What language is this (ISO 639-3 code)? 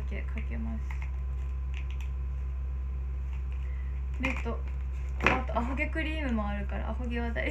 jpn